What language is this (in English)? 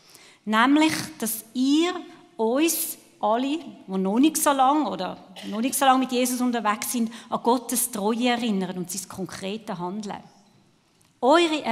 Swiss German